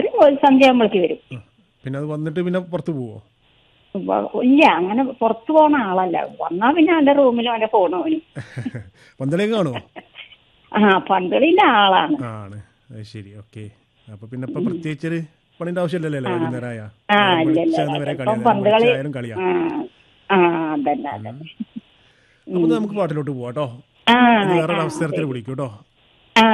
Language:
Malayalam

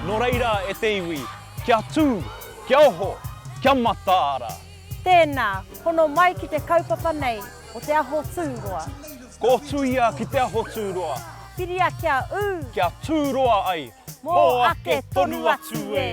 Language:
Māori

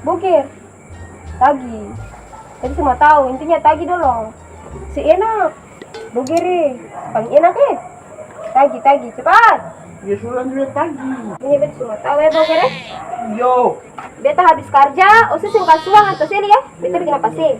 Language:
Ambonese Malay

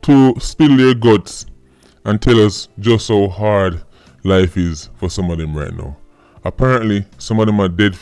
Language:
Jamaican Creole English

